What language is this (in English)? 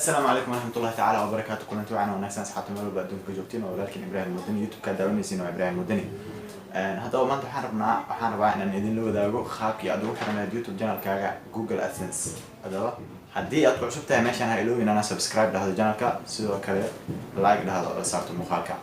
Somali